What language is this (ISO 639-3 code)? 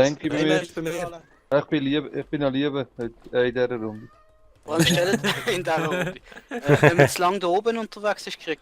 gsw